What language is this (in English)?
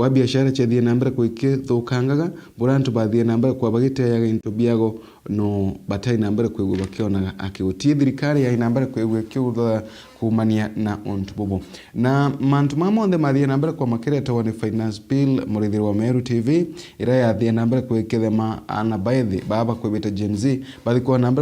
Meru